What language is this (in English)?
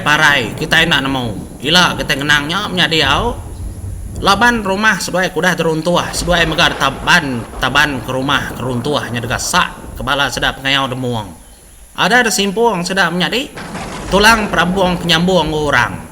Iban